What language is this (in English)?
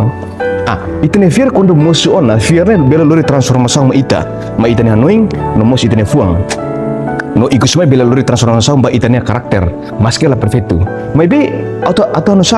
Tetum